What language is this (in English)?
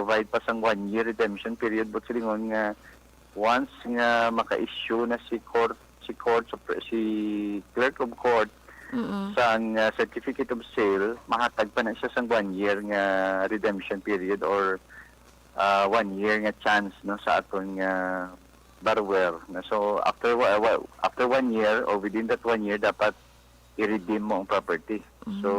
Hiligaynon